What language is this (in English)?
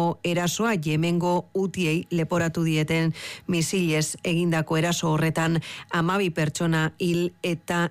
Basque